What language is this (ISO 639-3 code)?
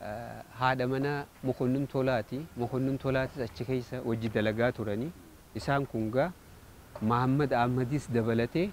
orm